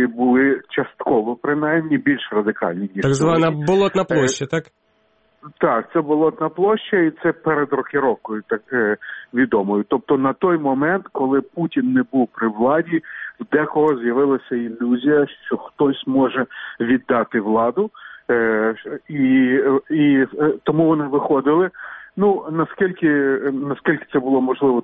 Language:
Ukrainian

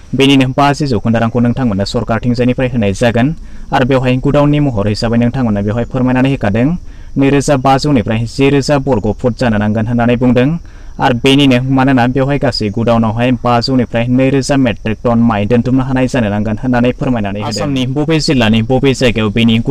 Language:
Bodo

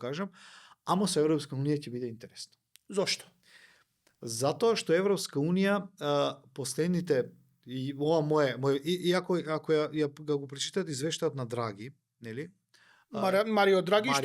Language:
Macedonian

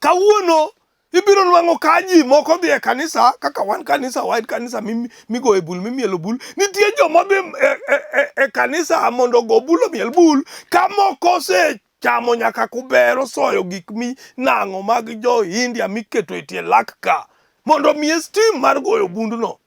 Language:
Luo (Kenya and Tanzania)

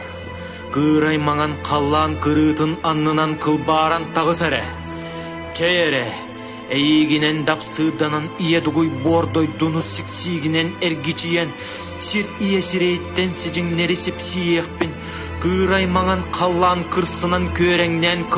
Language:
Yakut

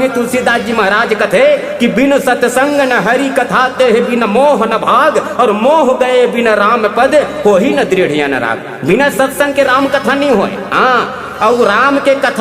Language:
Chhattisgarhi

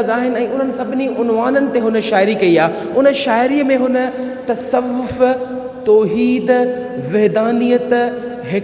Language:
Sindhi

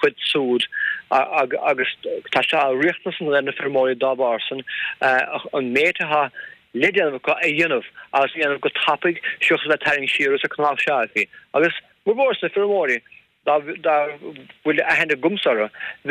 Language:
Irish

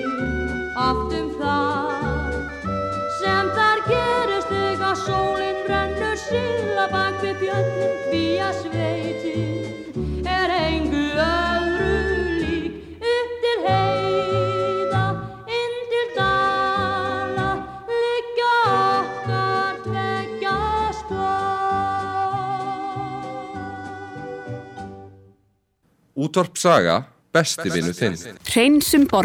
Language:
Icelandic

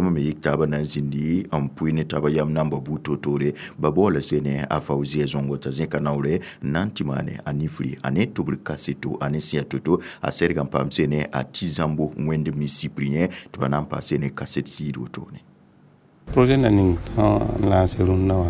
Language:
Mossi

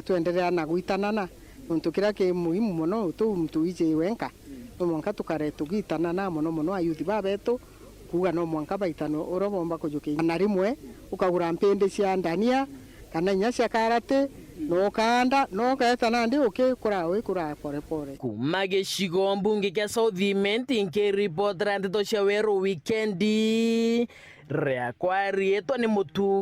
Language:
Meru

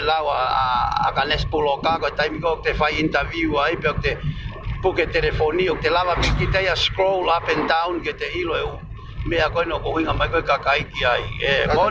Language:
Tongan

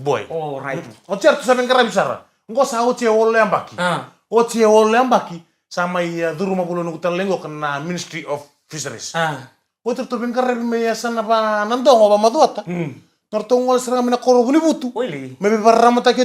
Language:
Fijian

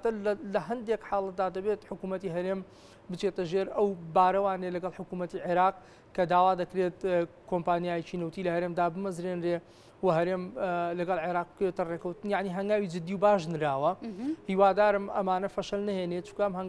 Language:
Central Kurdish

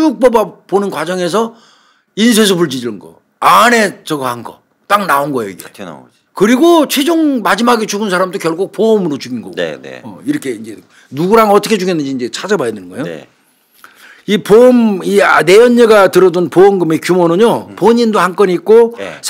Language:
Korean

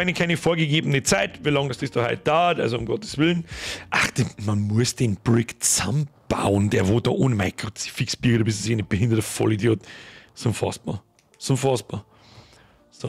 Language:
Bavarian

